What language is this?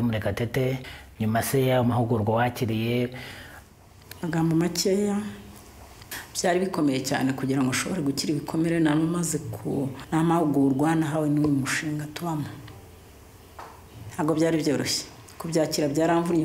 Kinyarwanda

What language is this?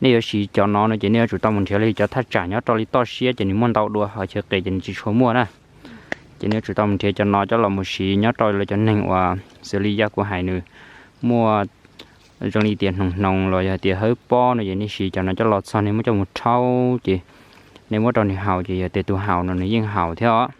Hmong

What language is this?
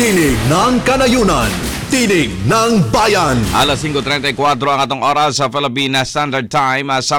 Cebuano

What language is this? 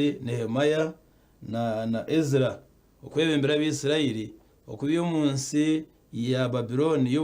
Nyankole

